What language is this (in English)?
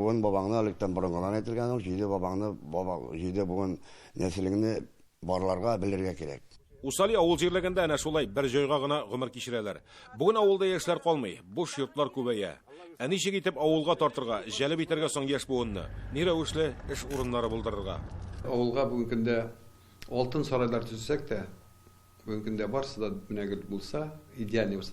Tatar